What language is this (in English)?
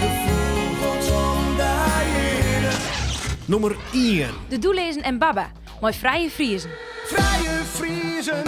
Western Frisian